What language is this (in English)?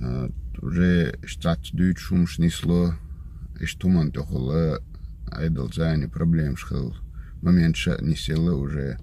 Chechen